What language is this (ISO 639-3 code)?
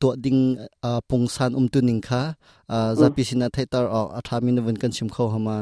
cnh